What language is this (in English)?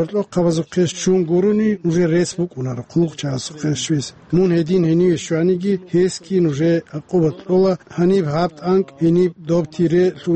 Avaric